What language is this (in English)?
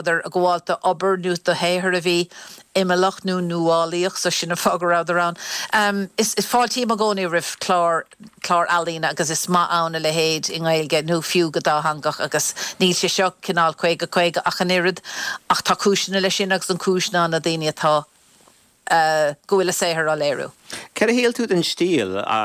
Irish